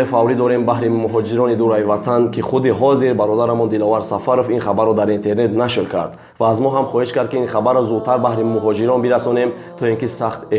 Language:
Tajik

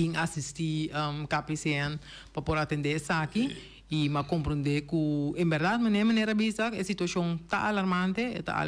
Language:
Papiamento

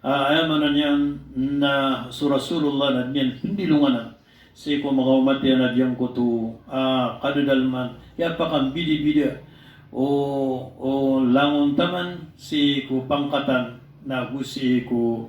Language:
Maranao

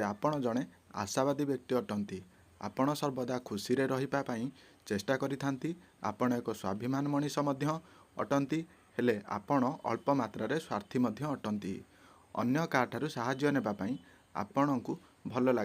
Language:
Odia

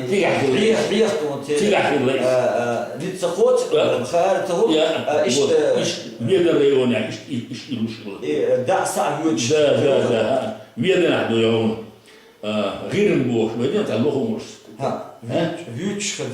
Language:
Chechen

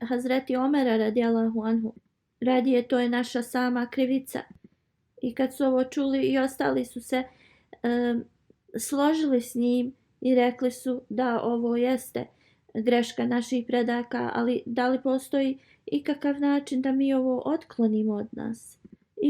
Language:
Bosnian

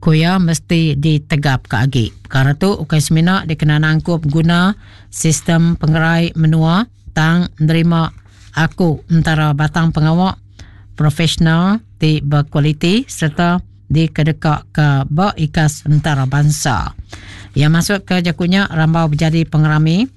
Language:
Iban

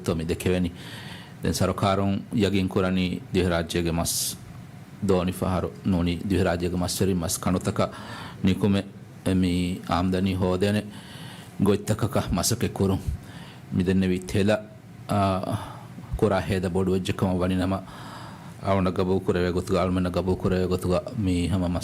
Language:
Divehi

